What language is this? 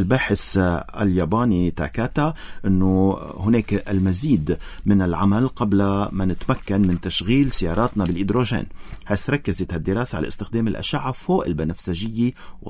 North Levantine Arabic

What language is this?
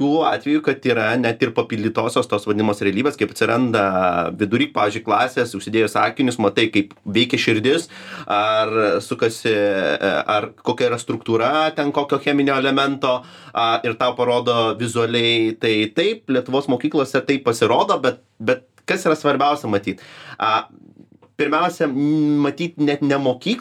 Lithuanian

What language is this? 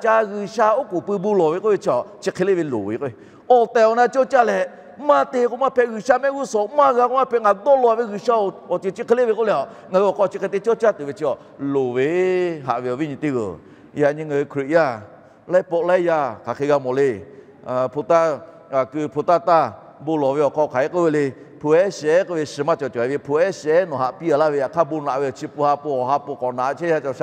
Lahu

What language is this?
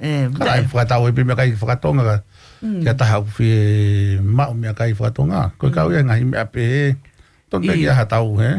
Tongan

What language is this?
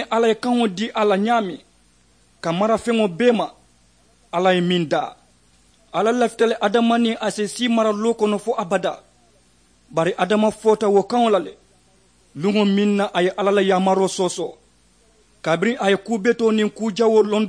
Mandingo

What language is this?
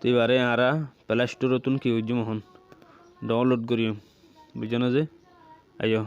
Rohingya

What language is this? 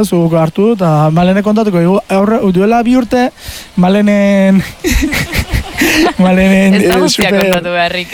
Basque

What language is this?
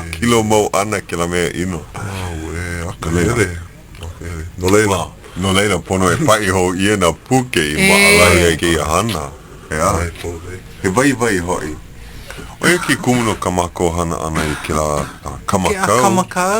Hawaiian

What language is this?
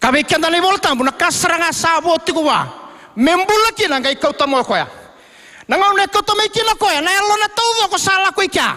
Fijian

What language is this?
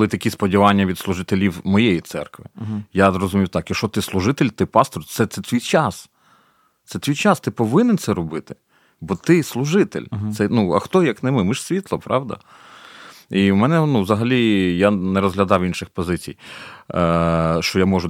Ukrainian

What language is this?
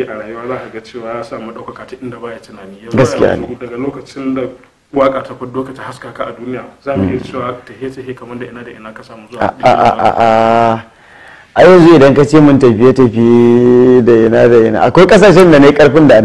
Hausa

